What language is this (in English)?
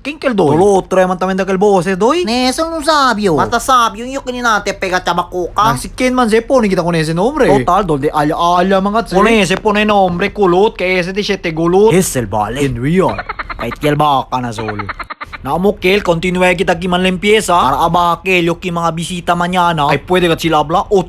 Chavacano